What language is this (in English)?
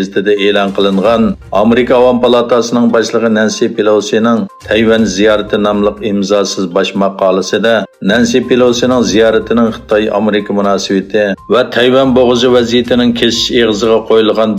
Uyghur